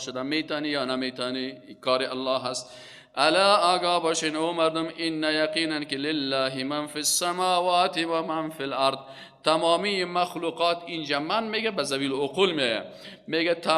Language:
Persian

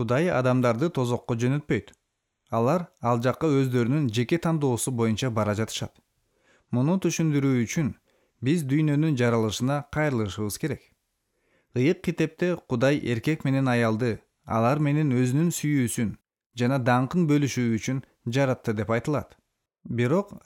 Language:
Kyrgyz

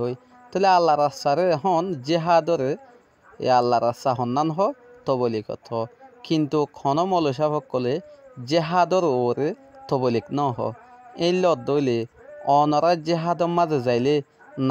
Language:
Rohingya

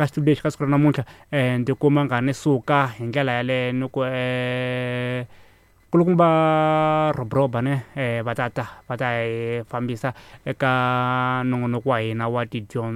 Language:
Tsonga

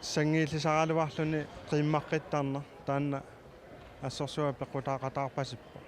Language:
Kalaallisut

